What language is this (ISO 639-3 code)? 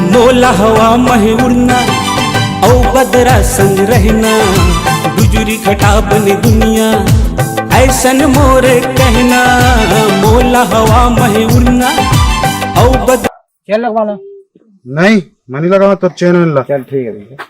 hne